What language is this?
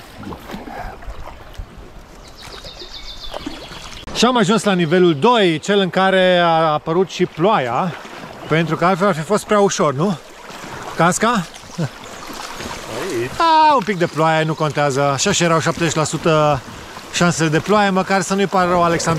Romanian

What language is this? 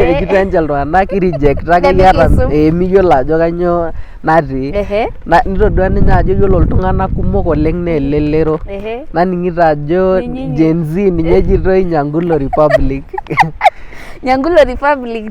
Masai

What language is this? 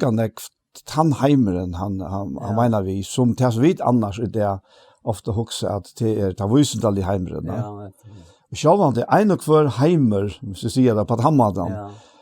Faroese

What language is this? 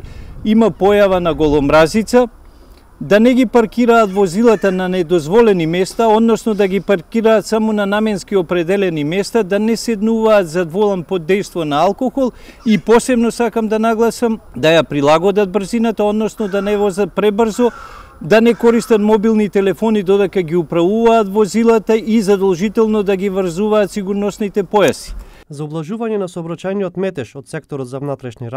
Macedonian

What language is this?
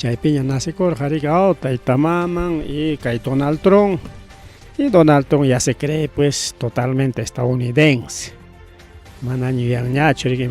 Ayacucho Quechua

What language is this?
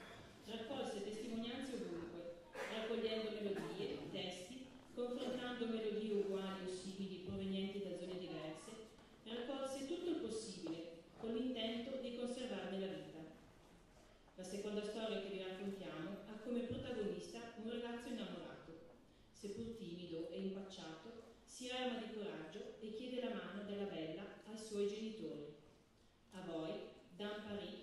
Italian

